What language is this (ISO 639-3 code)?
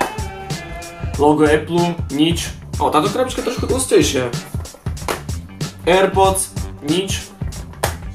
slk